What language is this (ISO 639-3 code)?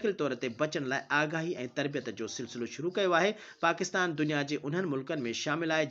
snd